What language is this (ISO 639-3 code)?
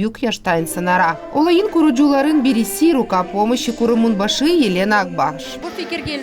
gag